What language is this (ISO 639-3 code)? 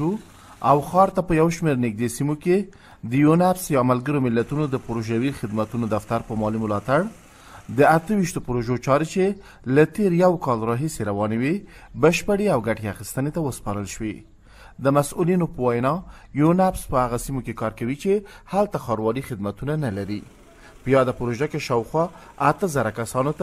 pus